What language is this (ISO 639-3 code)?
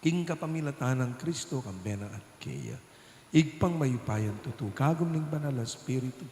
pam